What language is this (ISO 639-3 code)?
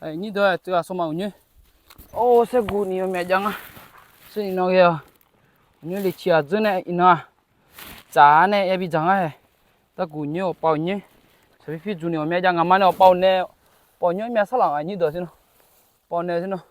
ahk